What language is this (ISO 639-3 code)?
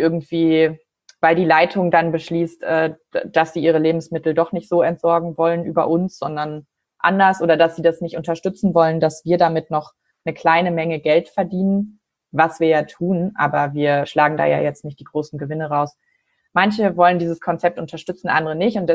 deu